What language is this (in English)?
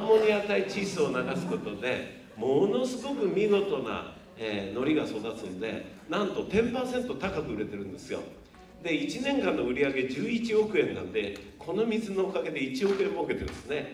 Japanese